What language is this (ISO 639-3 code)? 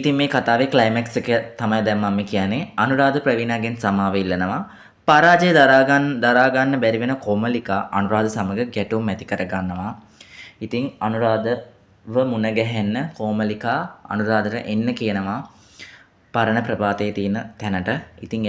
sin